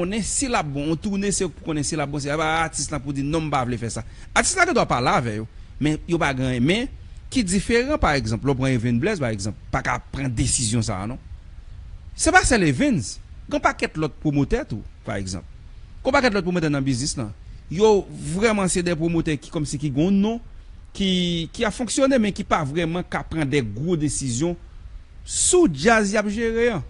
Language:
Haitian Creole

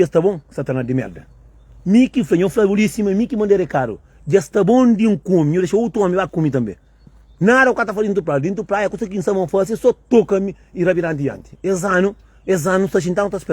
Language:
Kabuverdianu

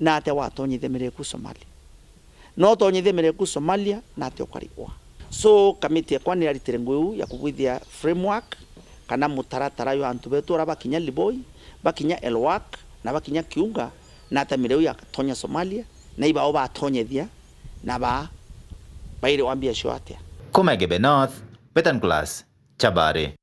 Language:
Meru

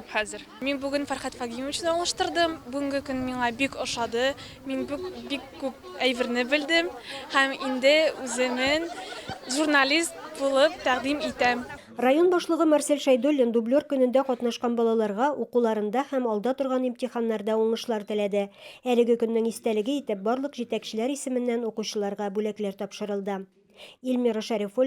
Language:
Tatar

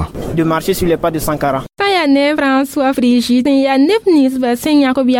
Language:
Mossi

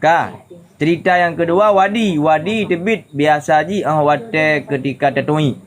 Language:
Achinese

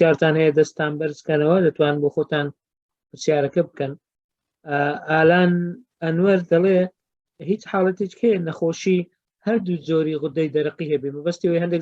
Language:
Central Kurdish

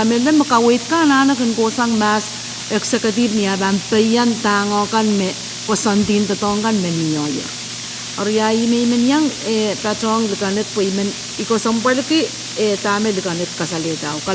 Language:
Pohnpeian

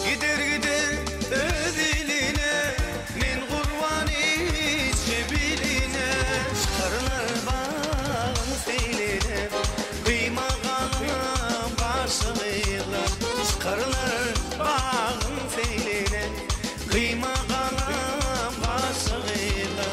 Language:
Turkmen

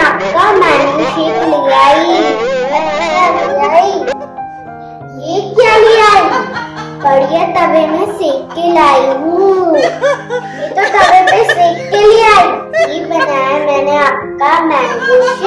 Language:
Hindi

